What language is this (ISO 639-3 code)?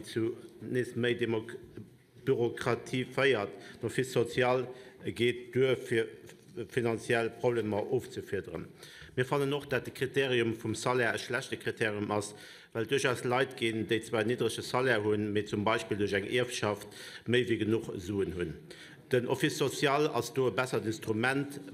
ltz